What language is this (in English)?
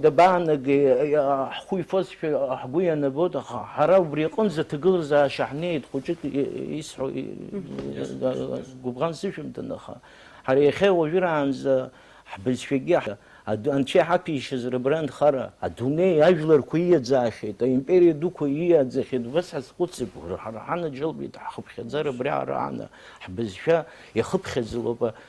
Abkhazian